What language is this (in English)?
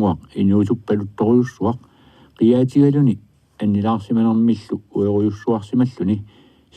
Kalaallisut